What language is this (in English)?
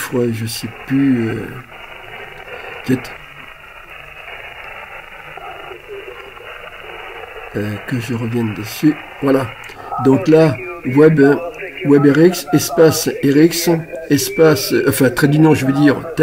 French